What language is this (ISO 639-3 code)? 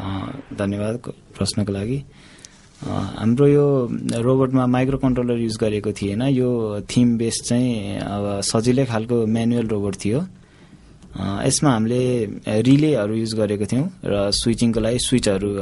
nep